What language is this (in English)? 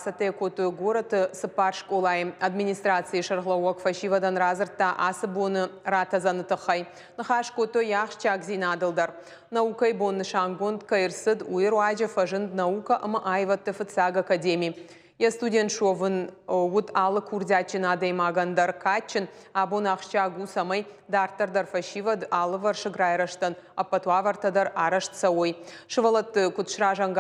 Ossetic